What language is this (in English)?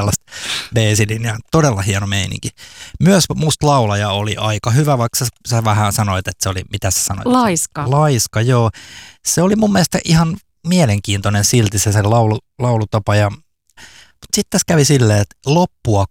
Finnish